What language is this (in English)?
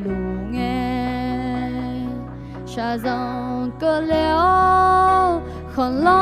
Akha